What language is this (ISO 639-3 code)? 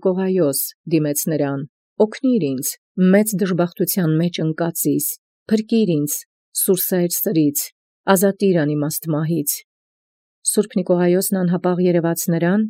hye